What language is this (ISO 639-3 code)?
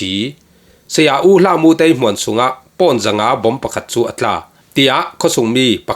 cfm